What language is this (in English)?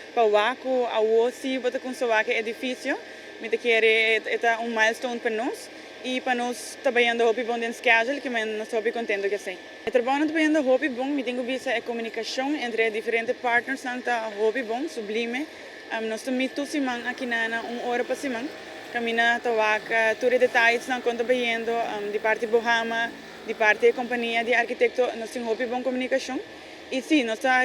Papiamento